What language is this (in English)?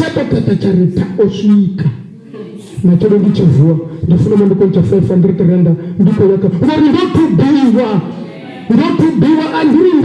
Venda